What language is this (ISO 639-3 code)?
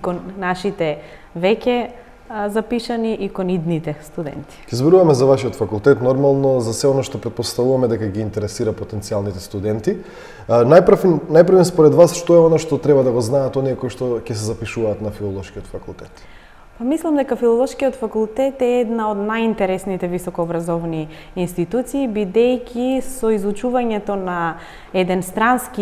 mkd